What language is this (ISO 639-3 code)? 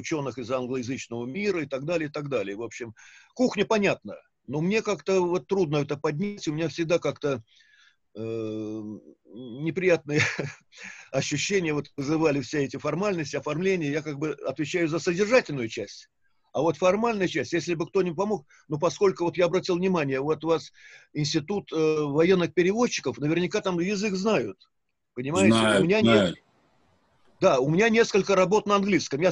rus